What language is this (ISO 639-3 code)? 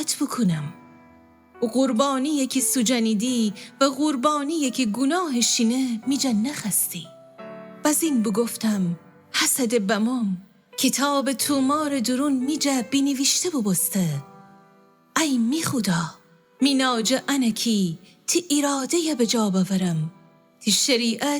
glk